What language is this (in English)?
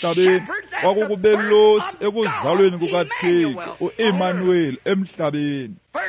Xhosa